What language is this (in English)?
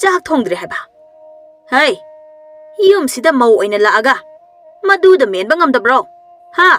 Manipuri